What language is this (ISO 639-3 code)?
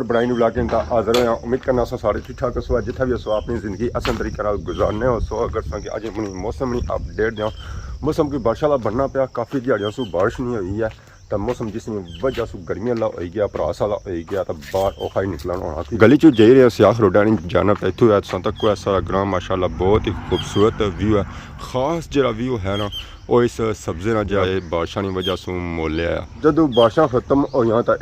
phr